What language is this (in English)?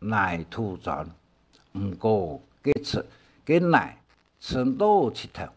Hakka Chinese